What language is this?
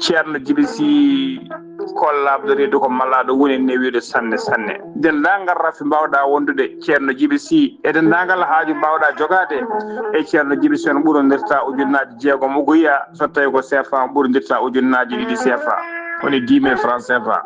Fula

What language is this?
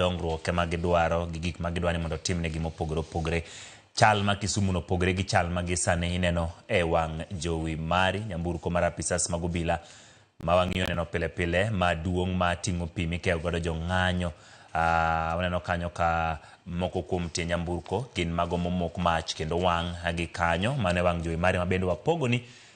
Luo (Kenya and Tanzania)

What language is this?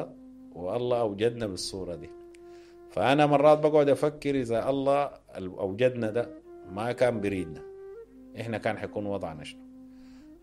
Sudanese Arabic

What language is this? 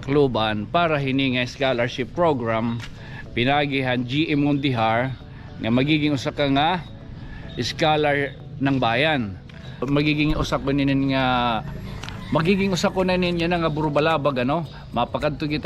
Waray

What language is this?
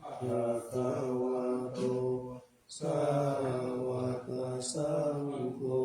Pali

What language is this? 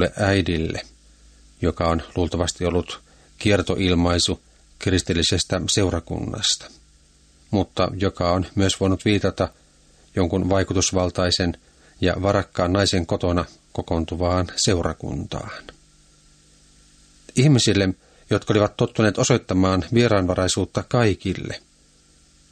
Finnish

